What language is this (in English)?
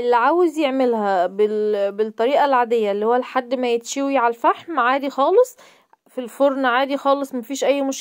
Egyptian Arabic